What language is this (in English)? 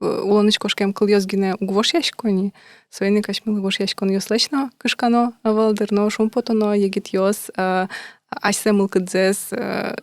Udmurt